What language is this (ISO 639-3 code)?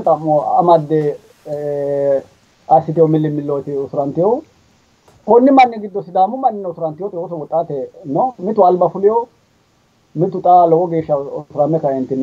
sid